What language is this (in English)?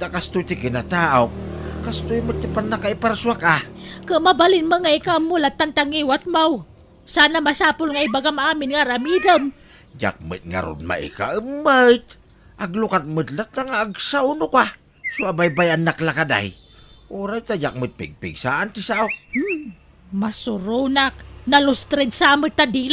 Iloko